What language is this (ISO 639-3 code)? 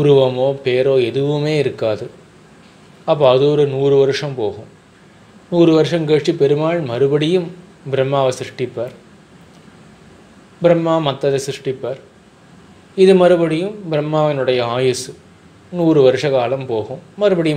tam